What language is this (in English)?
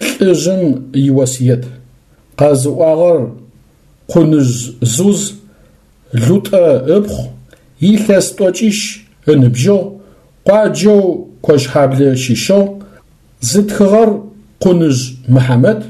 Adyghe